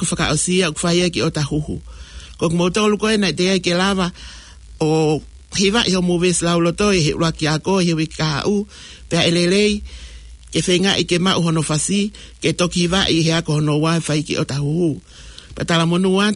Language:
Tongan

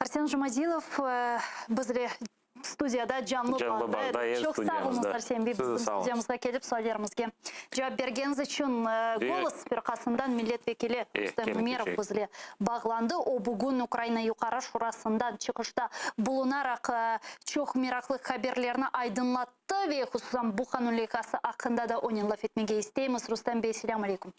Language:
Crimean Tatar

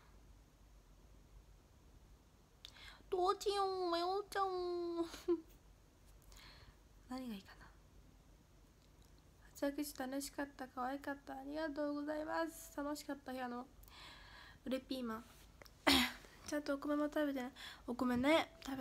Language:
Japanese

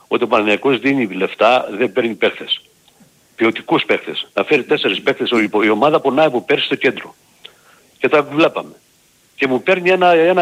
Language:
Greek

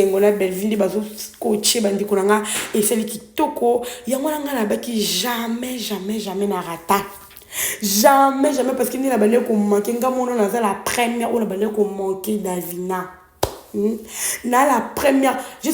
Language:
Lingala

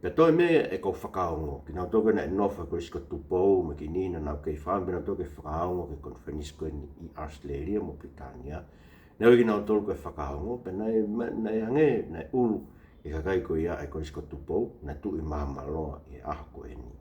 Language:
Tongan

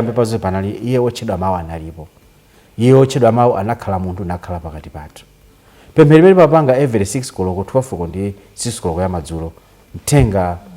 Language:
Nyanja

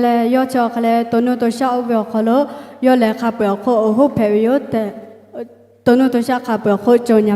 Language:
Lahu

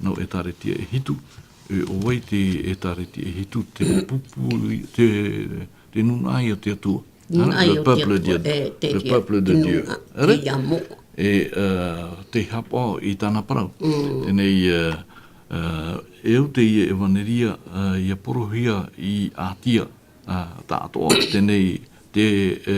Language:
Tahitian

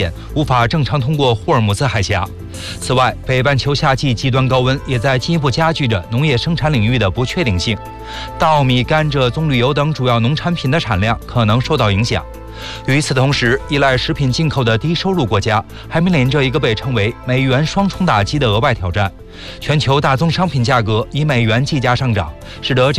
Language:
Chinese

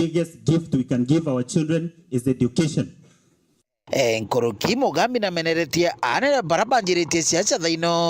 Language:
Meru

